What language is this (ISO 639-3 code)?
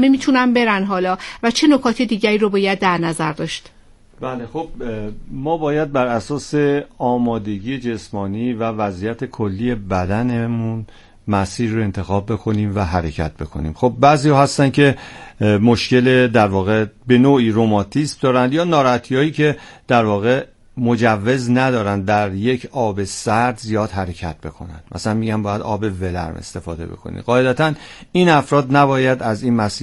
fas